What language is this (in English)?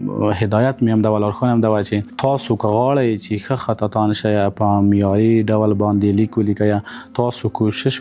Pashto